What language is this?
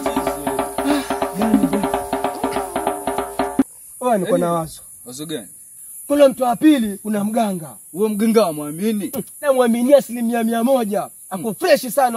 Swahili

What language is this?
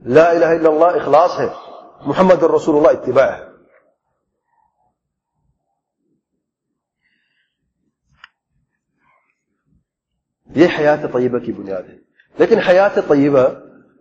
Urdu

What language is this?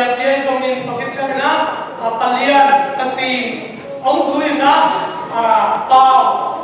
Tedim Chin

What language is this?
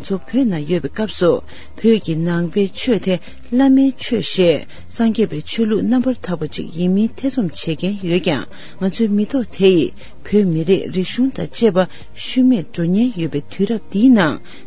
Tibetan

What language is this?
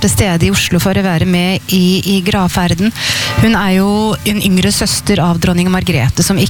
Norwegian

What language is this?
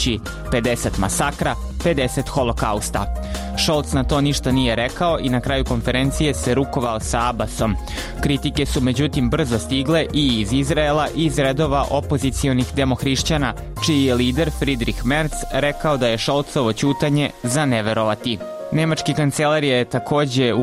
Serbian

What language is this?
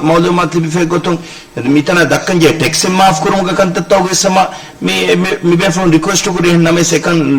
Divehi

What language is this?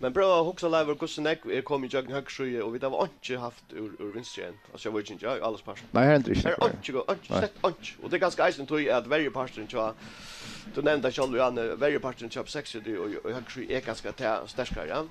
Faroese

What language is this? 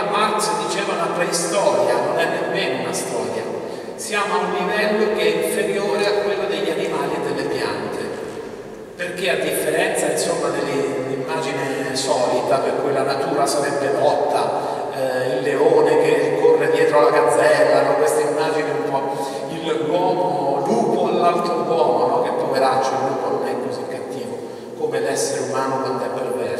Italian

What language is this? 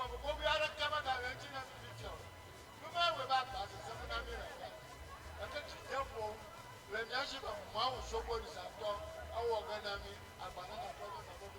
Ewe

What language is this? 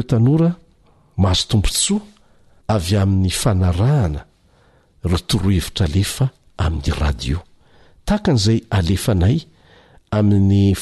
Malagasy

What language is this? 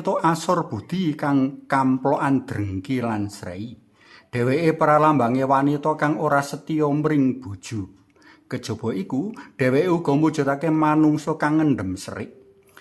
Javanese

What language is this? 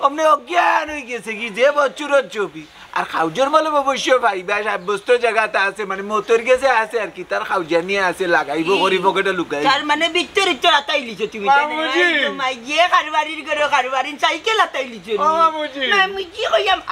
Sylheti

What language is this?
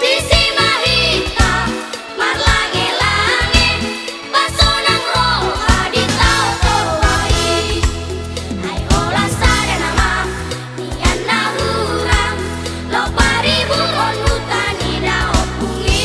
Batak Toba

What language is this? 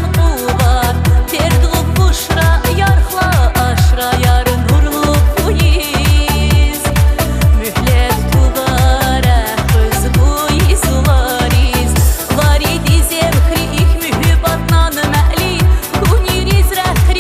Tabassaran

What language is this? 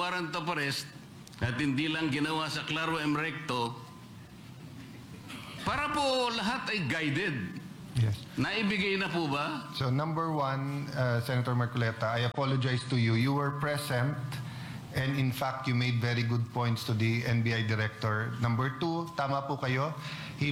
Filipino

